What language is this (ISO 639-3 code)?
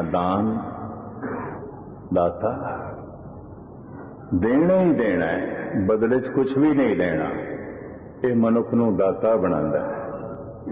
pan